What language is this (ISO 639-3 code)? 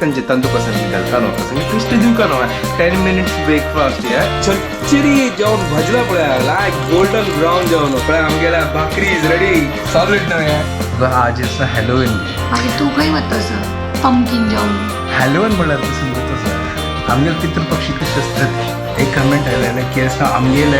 kok